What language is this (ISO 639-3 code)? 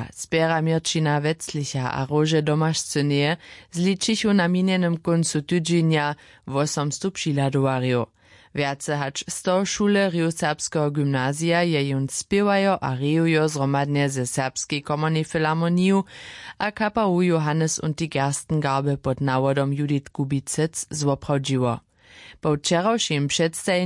hsb